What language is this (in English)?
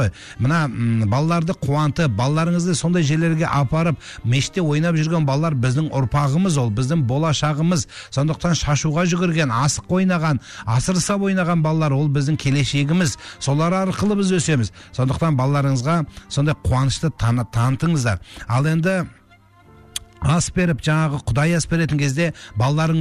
Kazakh